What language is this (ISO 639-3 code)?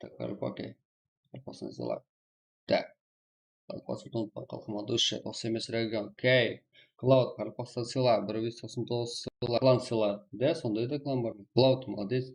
kaa